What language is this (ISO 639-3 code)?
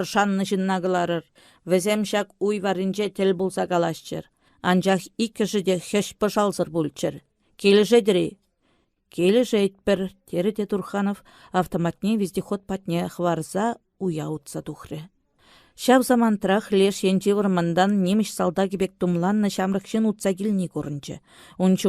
chv